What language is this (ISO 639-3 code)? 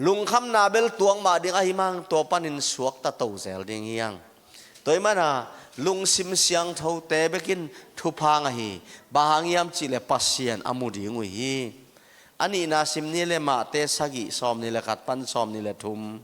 ctd